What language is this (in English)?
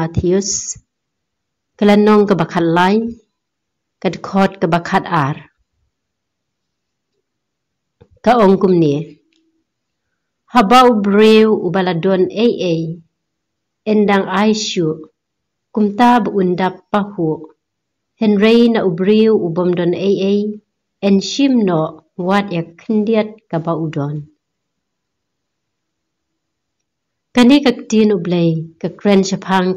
Khasi